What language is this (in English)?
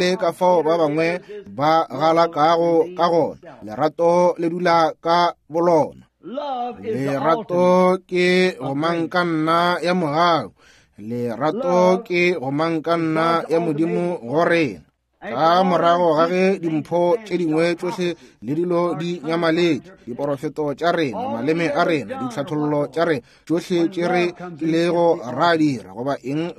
Northern Sotho